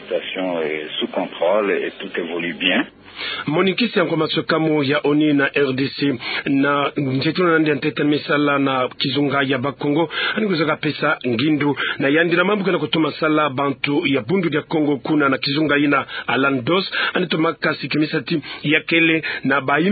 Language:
Kituba (Democratic Republic of Congo)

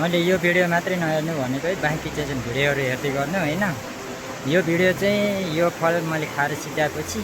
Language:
Nepali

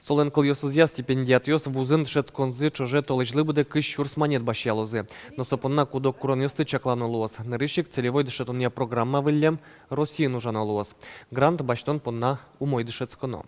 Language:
Udmurt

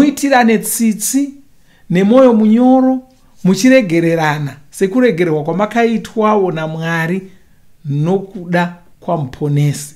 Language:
Shona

